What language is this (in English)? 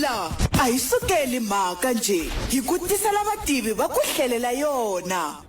Tsonga